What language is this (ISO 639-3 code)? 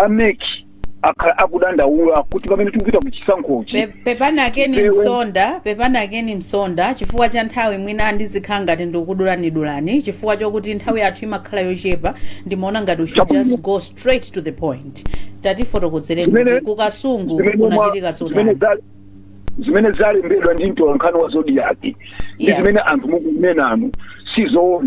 nya